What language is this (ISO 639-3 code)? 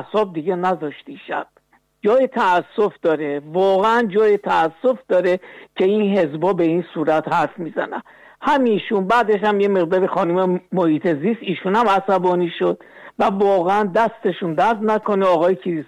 fas